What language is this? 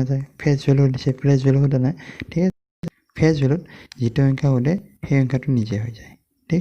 Assamese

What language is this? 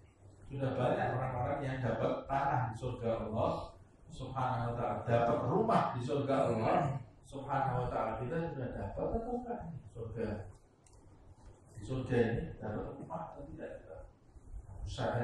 Indonesian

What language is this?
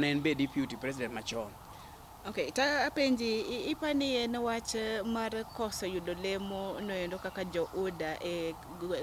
Luo (Kenya and Tanzania)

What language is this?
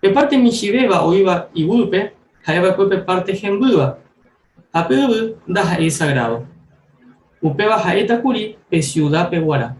Guarani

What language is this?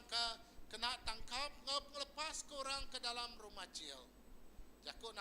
Iban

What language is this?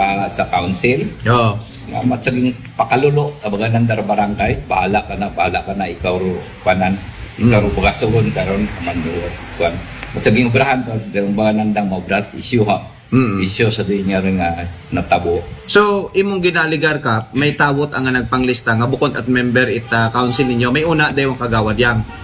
Aklanon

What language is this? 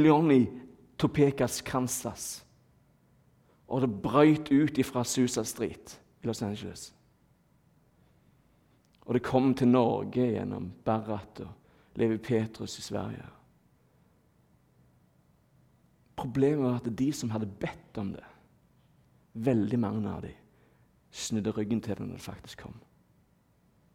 Norwegian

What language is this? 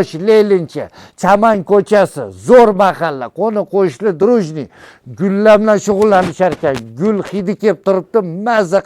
Uzbek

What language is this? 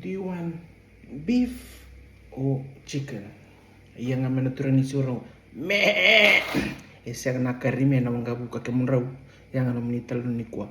Fijian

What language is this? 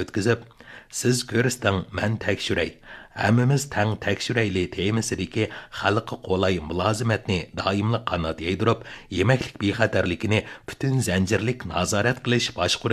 Uyghur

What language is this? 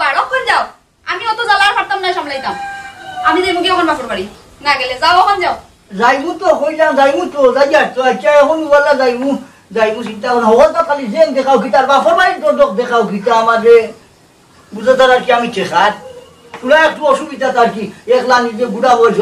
Sylheti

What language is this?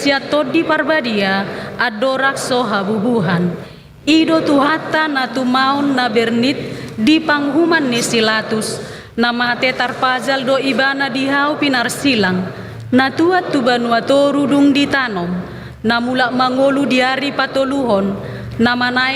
Batak Toba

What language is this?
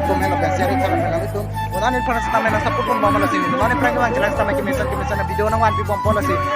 Karbi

